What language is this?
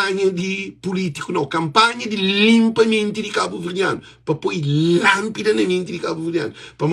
Kabuverdianu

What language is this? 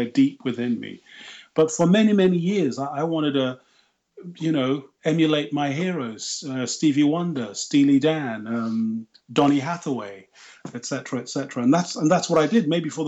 English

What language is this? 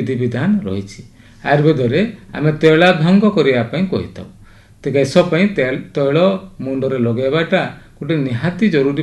Odia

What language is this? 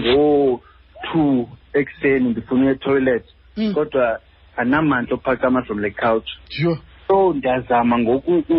Xhosa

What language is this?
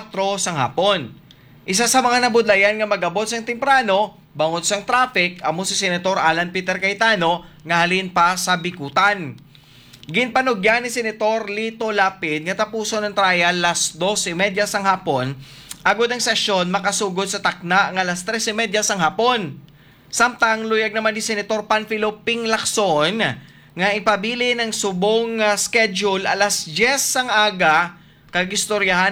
Hiligaynon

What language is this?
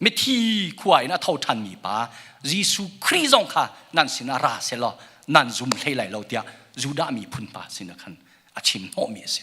Hakha Chin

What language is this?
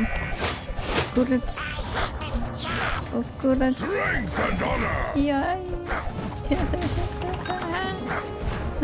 Czech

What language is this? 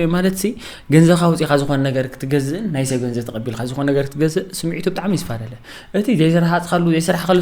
Tigrinya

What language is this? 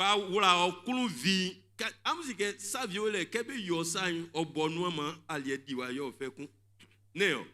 Baoulé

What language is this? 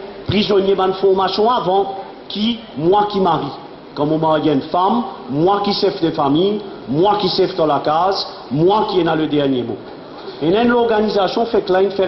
Morisyen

